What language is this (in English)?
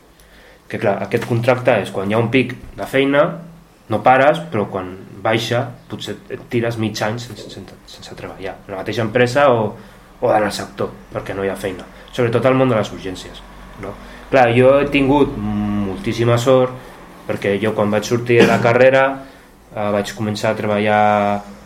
Catalan